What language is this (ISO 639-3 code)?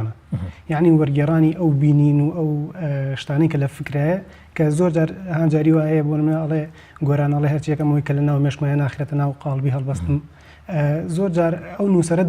ckb